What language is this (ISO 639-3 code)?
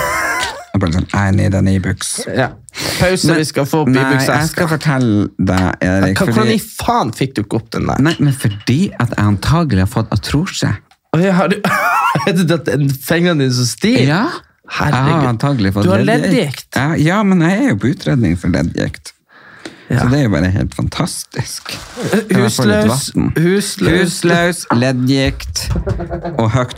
nor